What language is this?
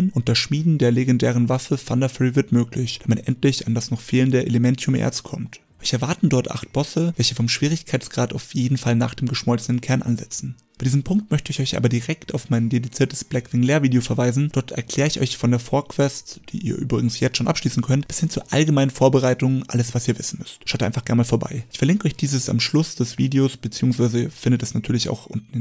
German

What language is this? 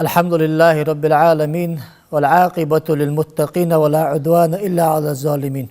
Ingush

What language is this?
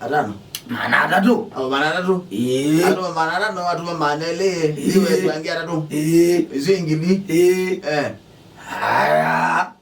Kamba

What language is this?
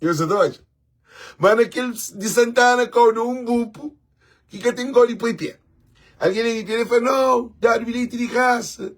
Kabuverdianu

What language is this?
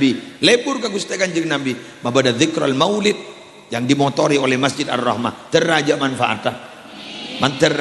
Madurese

